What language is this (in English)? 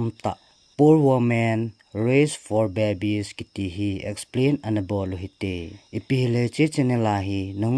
Thado Chin